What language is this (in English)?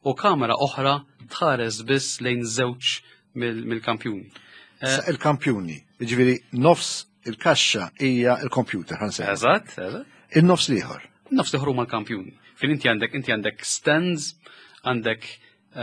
Maltese